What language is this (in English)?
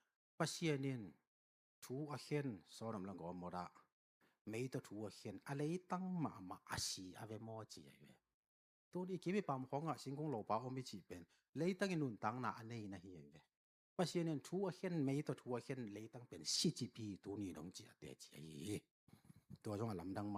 Tedim Chin